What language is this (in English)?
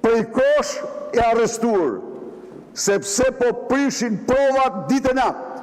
Albanian